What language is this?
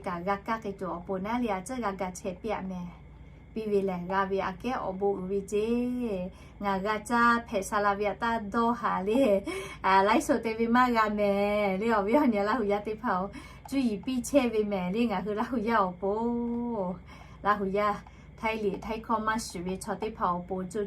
Lahu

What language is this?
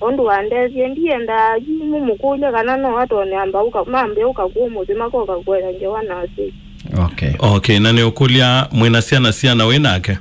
Kamba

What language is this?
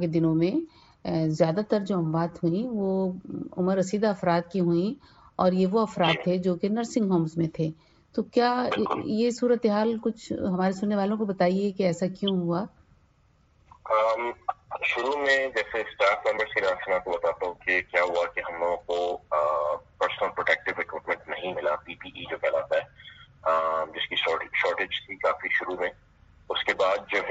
Urdu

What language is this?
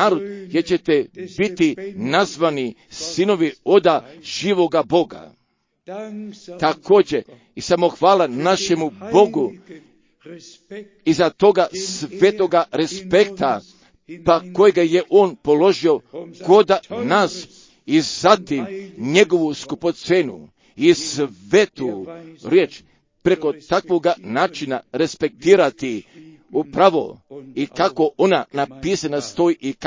Croatian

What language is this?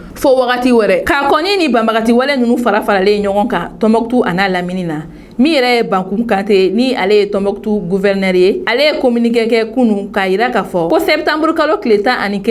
Bambara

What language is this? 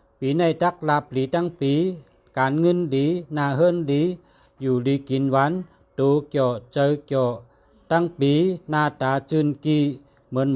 Shan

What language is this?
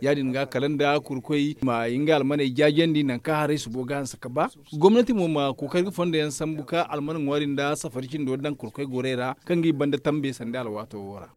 Zarma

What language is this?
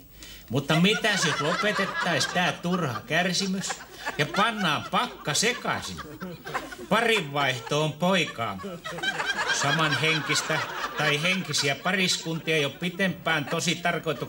Finnish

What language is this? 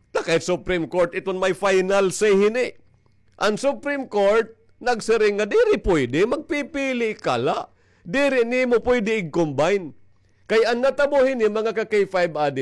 Waray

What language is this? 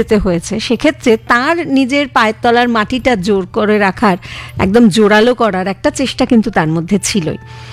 Bangla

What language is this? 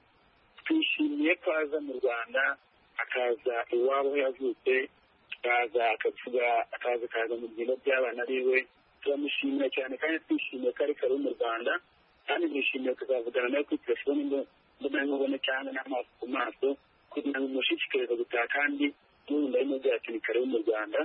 Kinyarwanda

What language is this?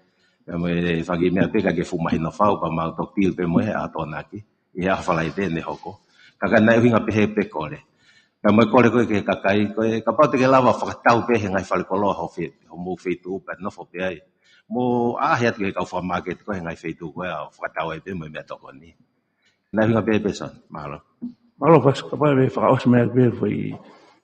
Tongan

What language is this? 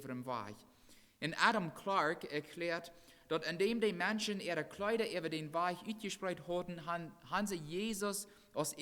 Plautdietsch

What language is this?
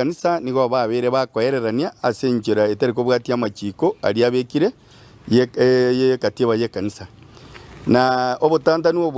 Gusii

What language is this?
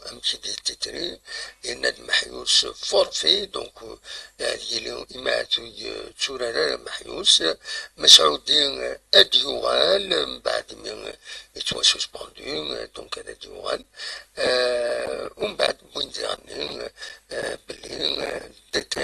Kabyle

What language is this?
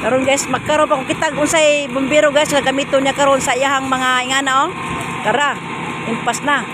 Cebuano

